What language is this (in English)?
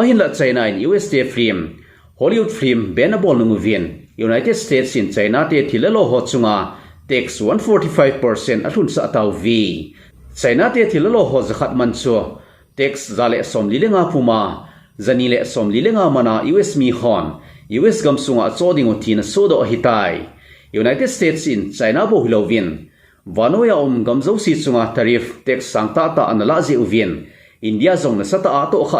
Thado Chin